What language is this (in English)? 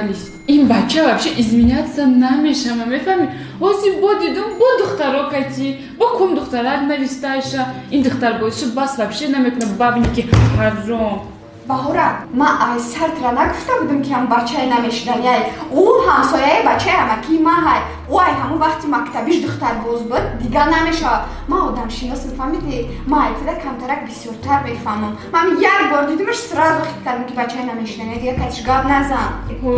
Tajik